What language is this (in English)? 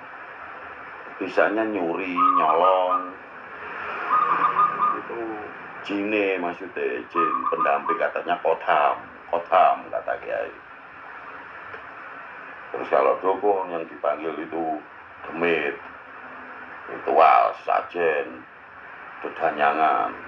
Indonesian